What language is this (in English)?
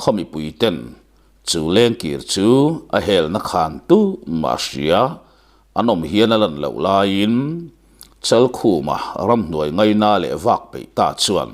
Mizo